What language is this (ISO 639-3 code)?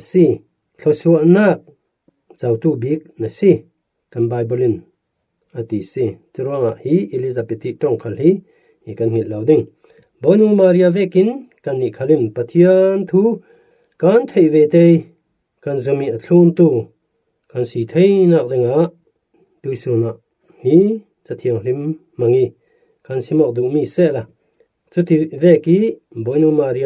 cfm